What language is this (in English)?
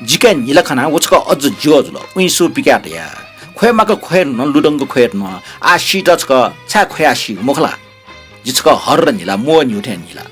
Newari